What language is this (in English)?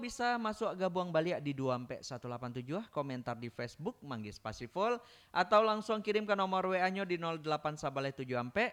Minangkabau